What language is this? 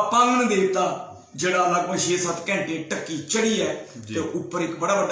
Dogri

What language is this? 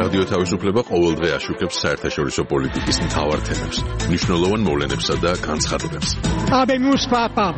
Georgian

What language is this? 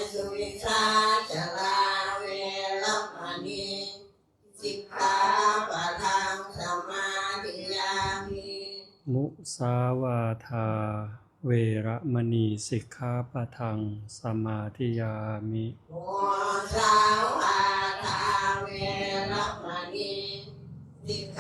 Northeastern Thai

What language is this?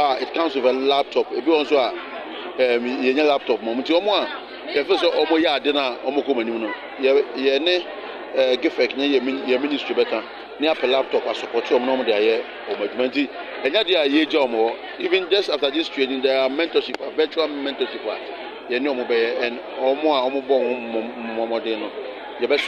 Akan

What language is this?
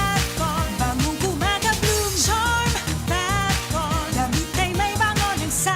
Bikol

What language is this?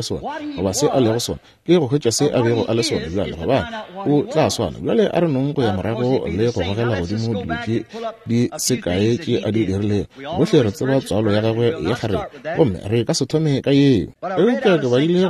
Northern Sotho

